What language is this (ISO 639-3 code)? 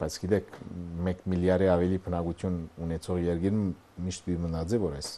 hye